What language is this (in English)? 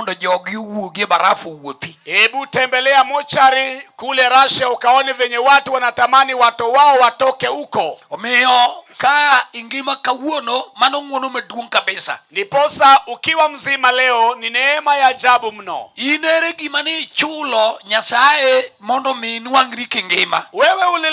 Luo (Kenya and Tanzania)